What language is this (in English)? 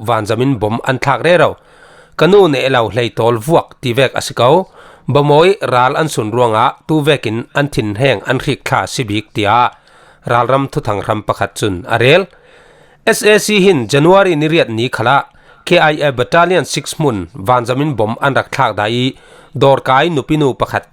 Falam Chin